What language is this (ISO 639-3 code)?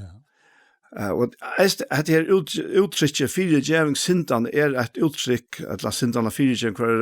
fao